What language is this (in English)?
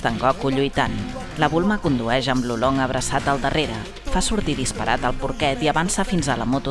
Catalan